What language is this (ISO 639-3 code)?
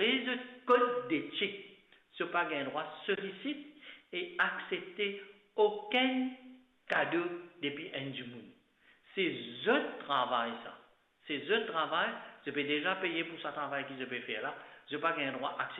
mfe